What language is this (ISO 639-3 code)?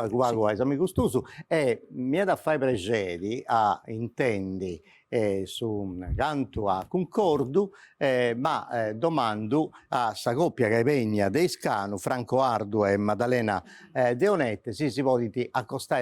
srd